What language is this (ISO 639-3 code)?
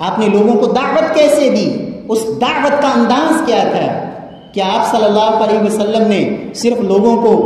urd